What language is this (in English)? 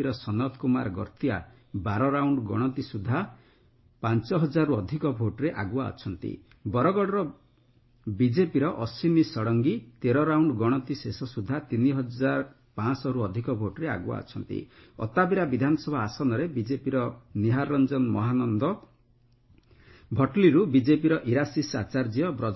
Odia